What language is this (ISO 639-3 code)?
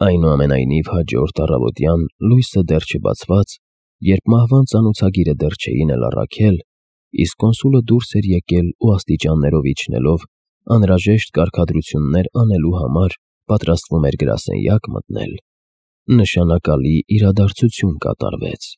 hye